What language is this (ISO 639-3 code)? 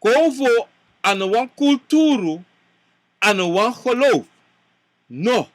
srn